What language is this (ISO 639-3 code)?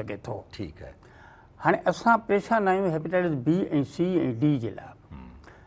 snd